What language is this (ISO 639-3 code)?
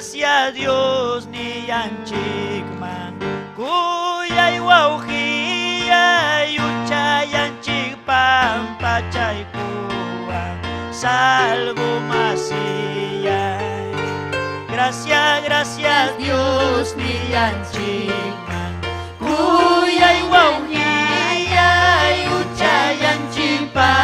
quy